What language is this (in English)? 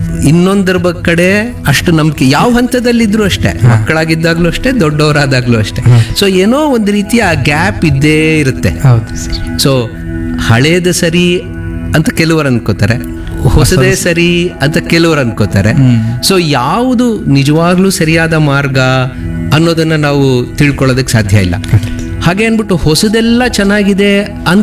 Kannada